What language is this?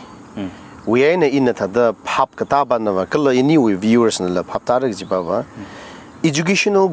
Tangkhul Naga (India)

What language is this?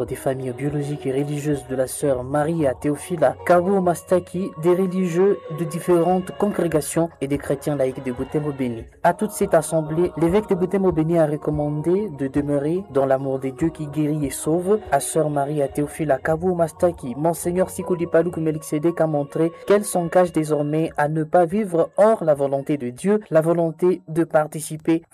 French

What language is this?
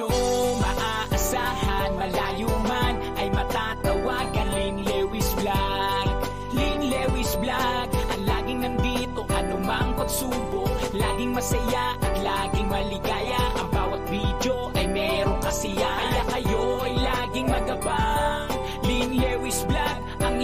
Filipino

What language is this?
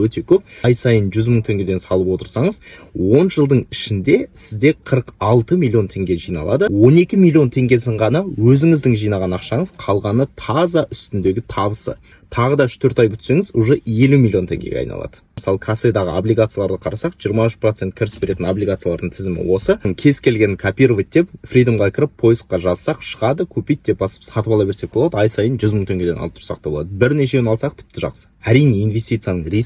Kazakh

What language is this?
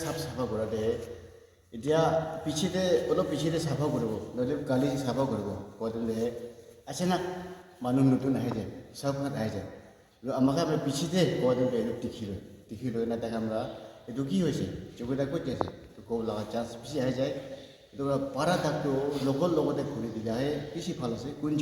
Naga Pidgin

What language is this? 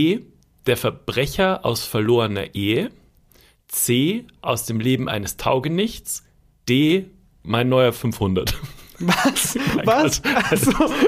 German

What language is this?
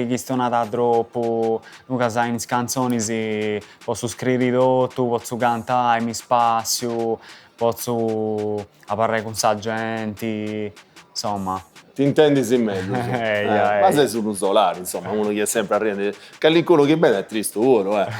Sardinian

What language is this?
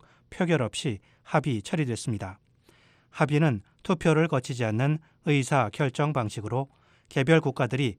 Korean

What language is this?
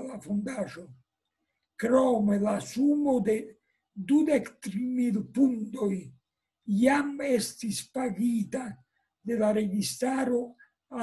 Esperanto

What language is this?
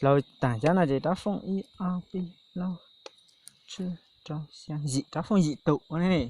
Hmong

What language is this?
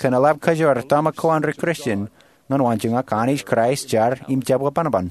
Marshallese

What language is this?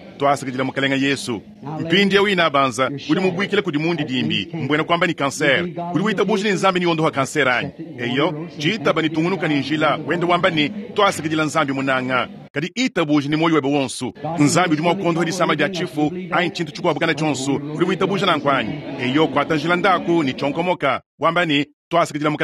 Luba-Lulua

